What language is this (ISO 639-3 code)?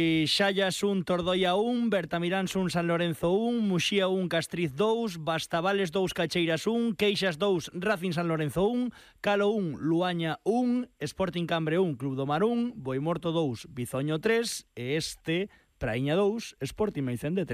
glg